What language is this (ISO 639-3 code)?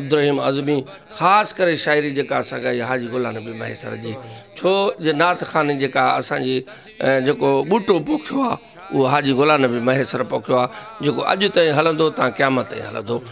snd